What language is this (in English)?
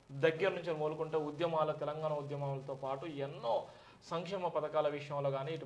Telugu